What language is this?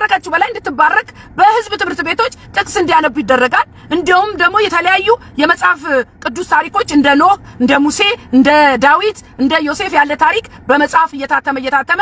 Amharic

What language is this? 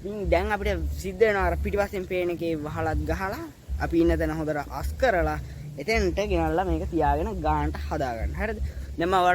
Sinhala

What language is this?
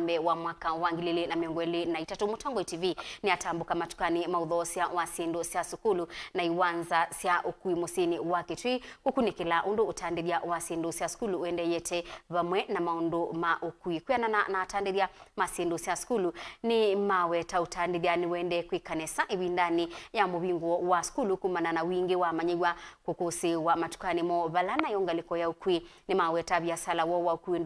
Kamba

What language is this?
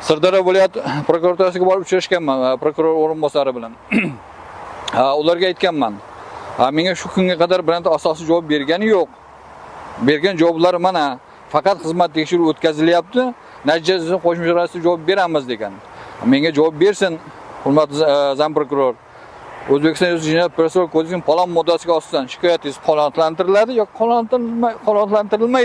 Uzbek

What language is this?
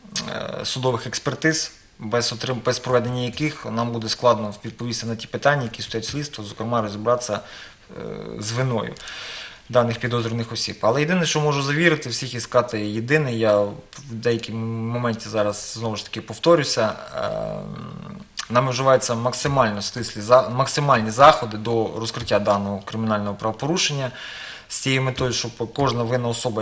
Ukrainian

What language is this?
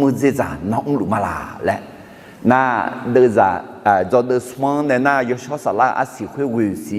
Akha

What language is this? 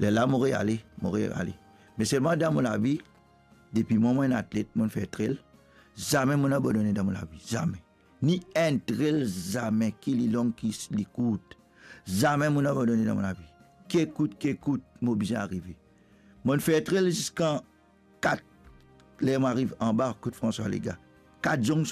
Morisyen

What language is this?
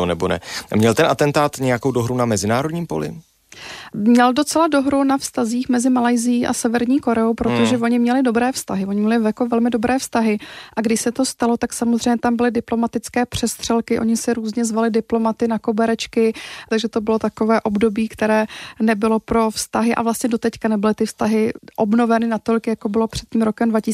Czech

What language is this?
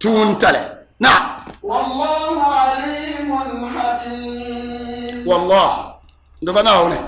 Dagbani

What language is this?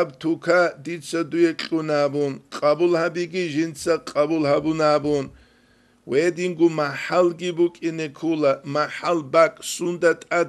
Avaric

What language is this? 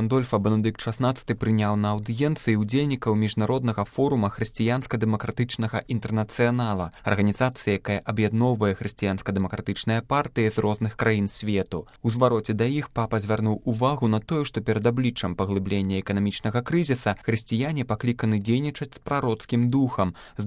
Belarusian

